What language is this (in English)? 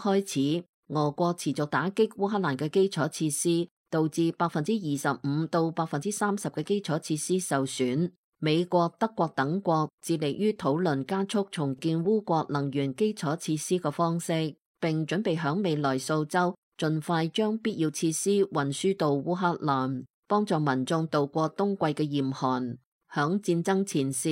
Cantonese